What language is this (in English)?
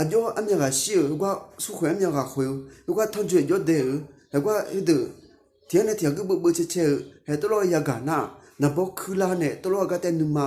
Akha